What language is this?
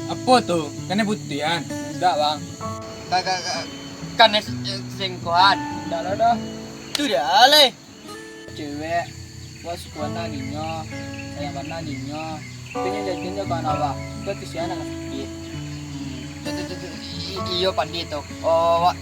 Minangkabau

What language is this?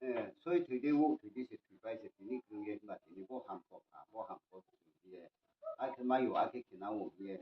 Riang (India)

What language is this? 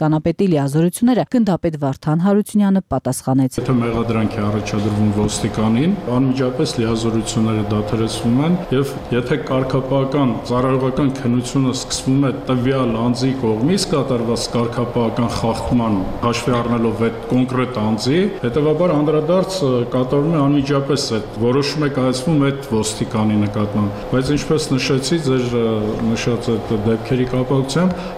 Armenian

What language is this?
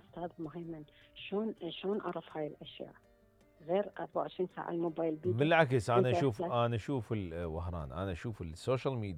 Mesopotamian Arabic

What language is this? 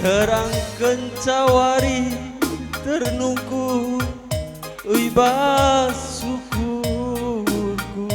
Batak Karo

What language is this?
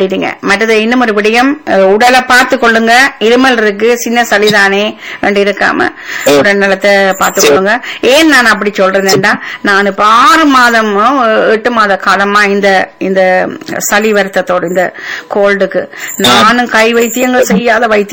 Tamil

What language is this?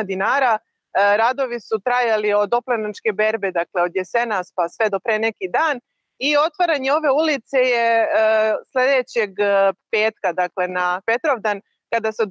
Serbian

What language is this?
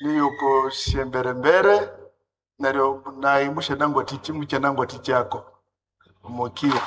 Nande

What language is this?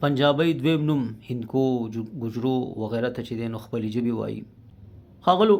Pashto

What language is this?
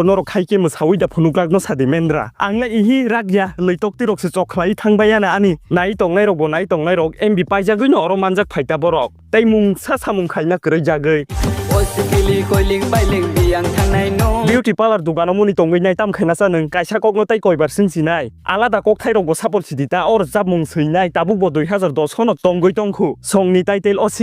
Kok Borok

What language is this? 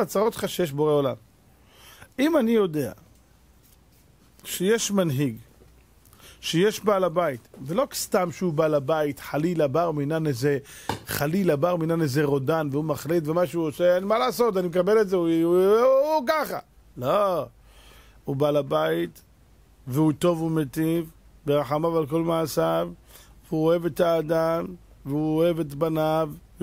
Hebrew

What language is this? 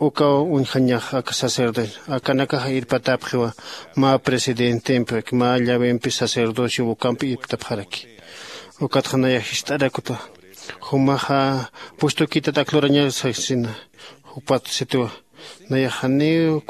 Aymara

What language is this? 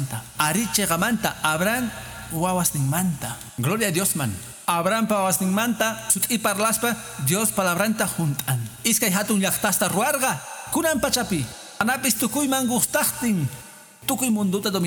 Quechua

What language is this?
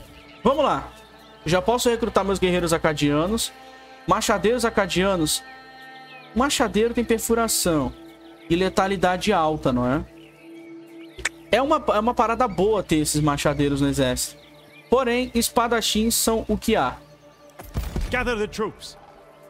Portuguese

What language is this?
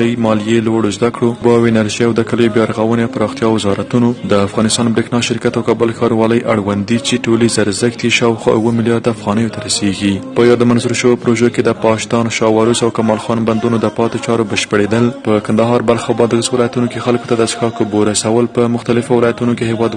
Pashto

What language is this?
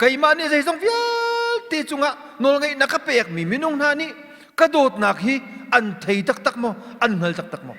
Hakha Chin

